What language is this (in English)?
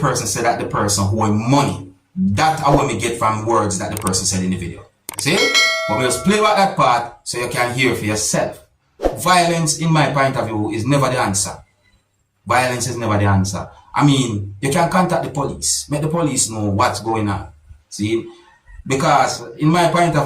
Jamaican Creole English